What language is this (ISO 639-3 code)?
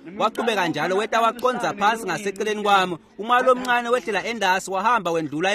ssw